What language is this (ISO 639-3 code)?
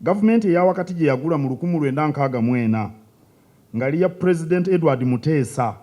lug